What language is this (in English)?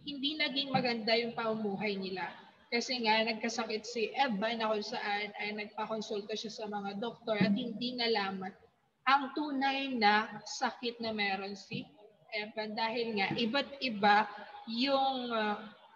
Filipino